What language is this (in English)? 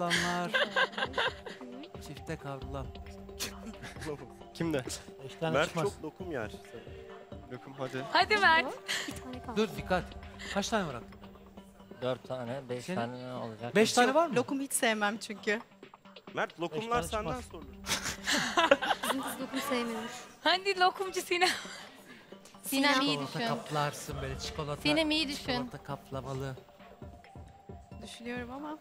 Turkish